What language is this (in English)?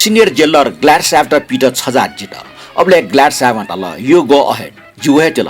Newari